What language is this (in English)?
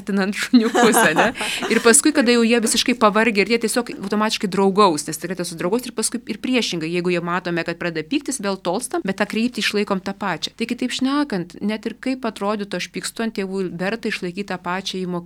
Lithuanian